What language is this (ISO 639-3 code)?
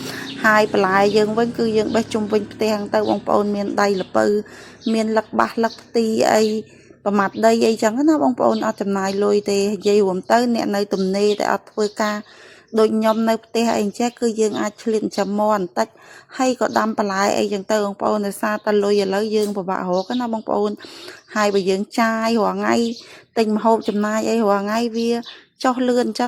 khm